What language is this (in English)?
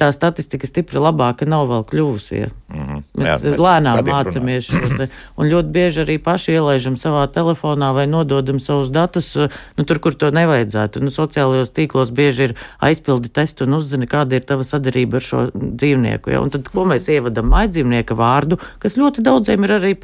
Latvian